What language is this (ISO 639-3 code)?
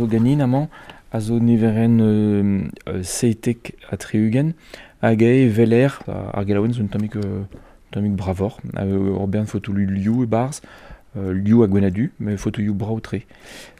bre